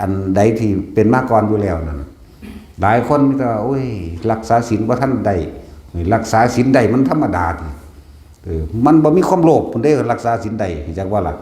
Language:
Northeastern Thai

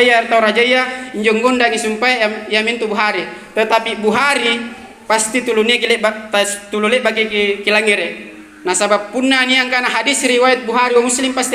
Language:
Makasar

